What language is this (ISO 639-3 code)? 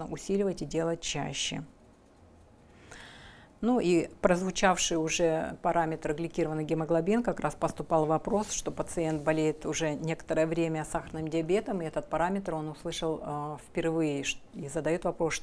rus